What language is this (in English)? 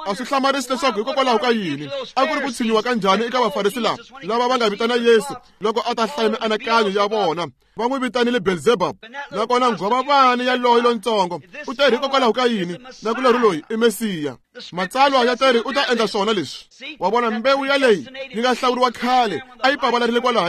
Tsonga